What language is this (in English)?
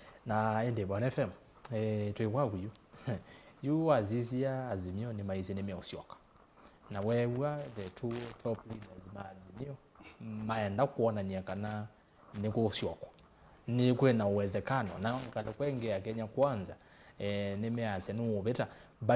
Kamba